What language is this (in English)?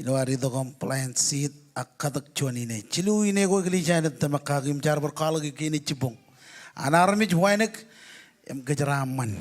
Marshallese